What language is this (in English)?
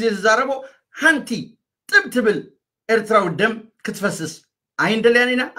Tigrinya